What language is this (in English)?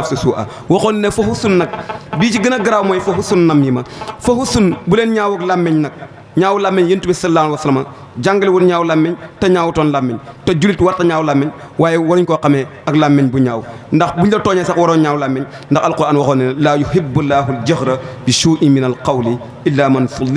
Wolof